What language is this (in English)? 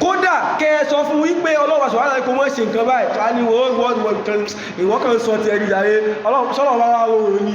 Yoruba